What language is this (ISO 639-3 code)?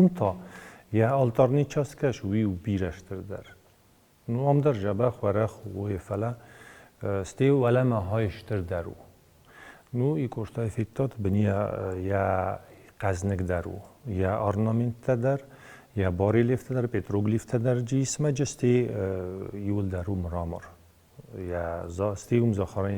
oss